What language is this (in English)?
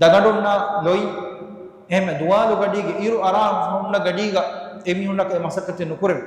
Divehi